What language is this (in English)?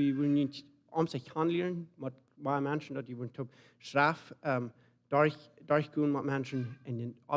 Plautdietsch